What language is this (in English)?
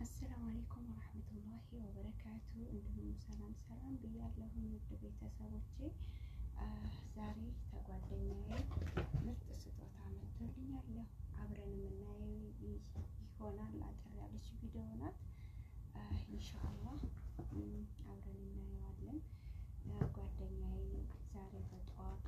Amharic